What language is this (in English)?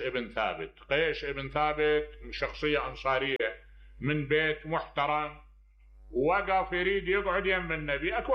Mesopotamian Arabic